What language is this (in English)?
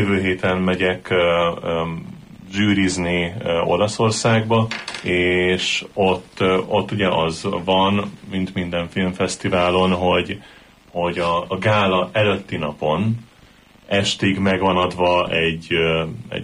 Hungarian